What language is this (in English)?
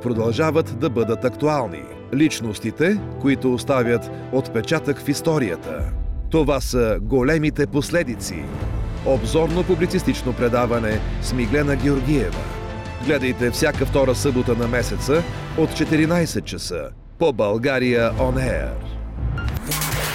Bulgarian